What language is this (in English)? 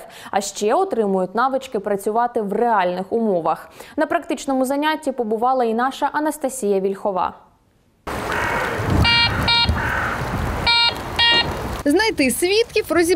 Ukrainian